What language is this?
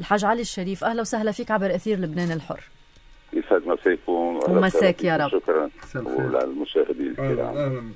North Levantine Arabic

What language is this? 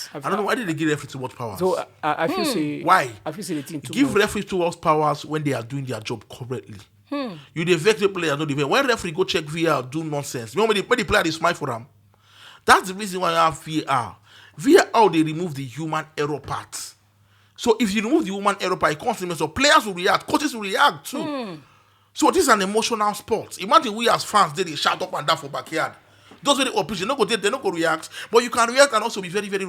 Nigerian Pidgin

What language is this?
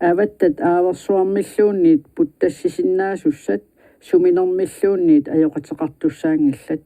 Kalaallisut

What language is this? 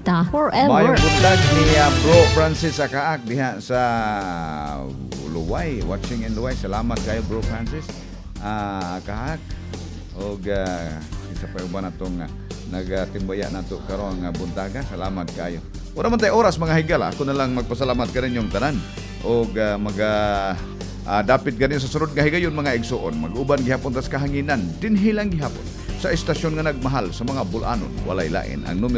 Cebuano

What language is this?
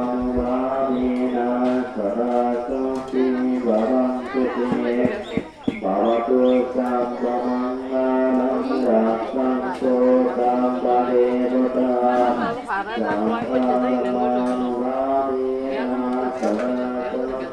Pali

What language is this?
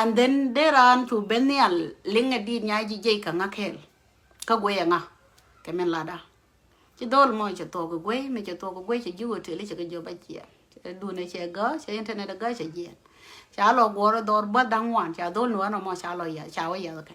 Nuer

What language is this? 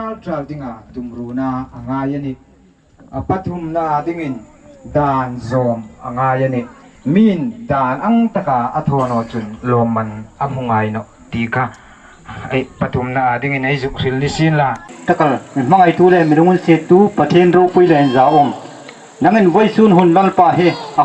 Hmar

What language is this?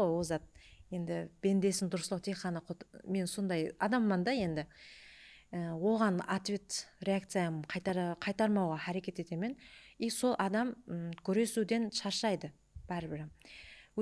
Kara-Kalpak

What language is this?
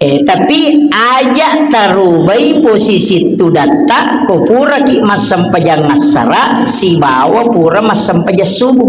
Buginese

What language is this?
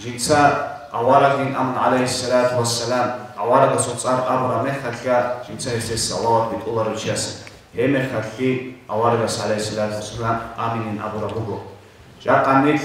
Avaric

